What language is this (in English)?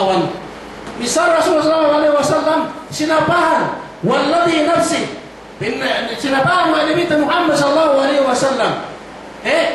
Yakan